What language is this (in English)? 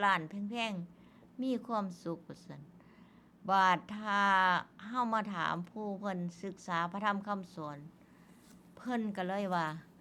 Northeastern Thai